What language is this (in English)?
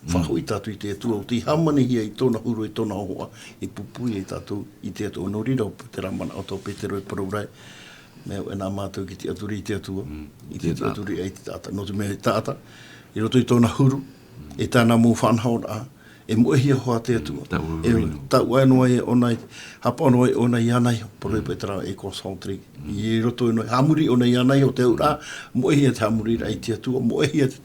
Tahitian